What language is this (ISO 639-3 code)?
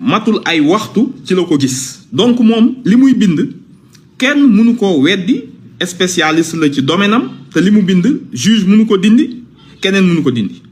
wol